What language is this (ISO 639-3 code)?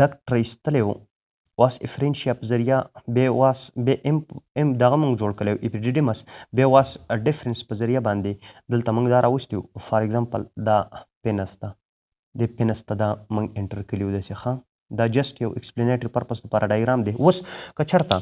pus